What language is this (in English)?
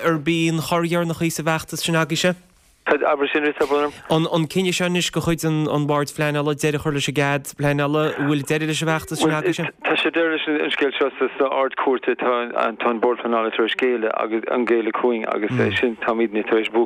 Irish